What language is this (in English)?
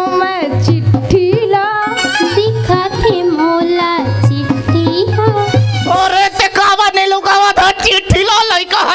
Chhattisgarhi